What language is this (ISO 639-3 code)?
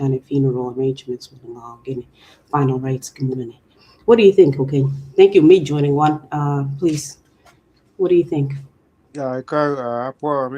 ach